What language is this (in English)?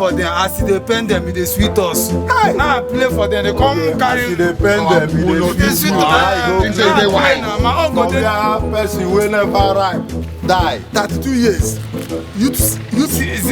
Nigerian Pidgin